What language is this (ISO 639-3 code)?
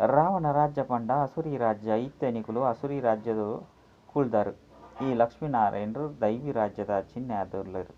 tcy